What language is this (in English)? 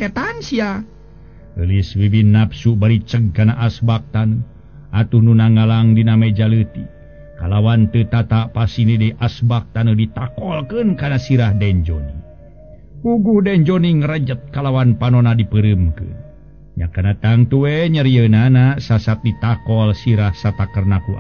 Sundanese